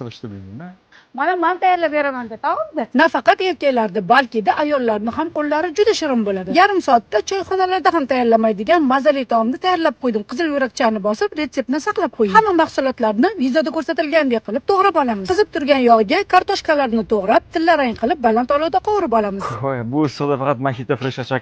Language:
Uzbek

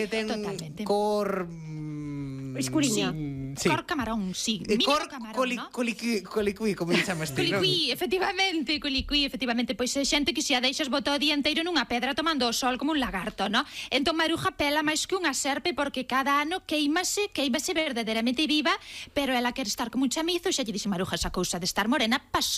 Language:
Galician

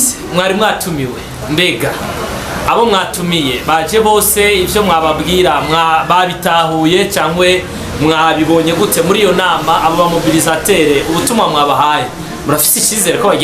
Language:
Rundi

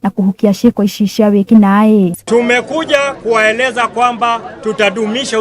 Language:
Kikuyu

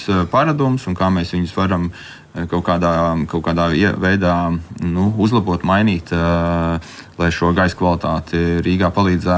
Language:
Latvian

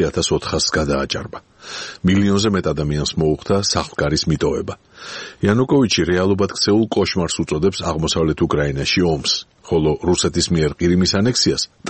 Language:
Georgian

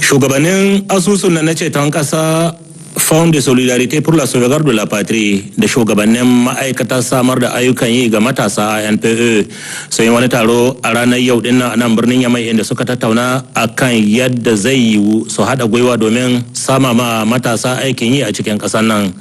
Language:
Hausa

